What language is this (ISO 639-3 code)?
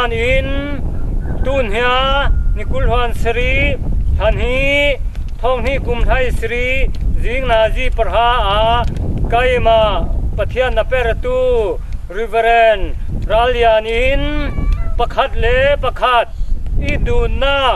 cfm